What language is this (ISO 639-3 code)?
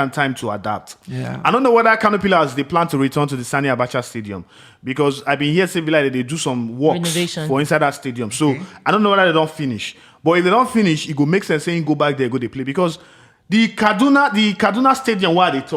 pcm